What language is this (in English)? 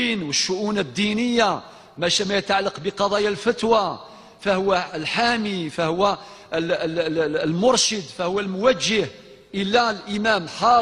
Kabyle